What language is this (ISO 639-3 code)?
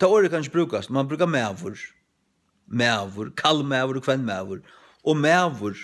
fao